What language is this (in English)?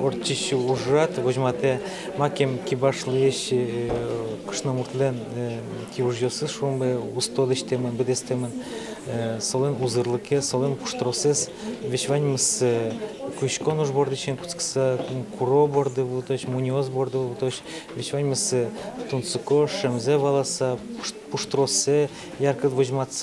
Udmurt